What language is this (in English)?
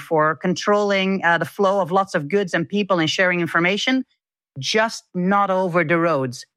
English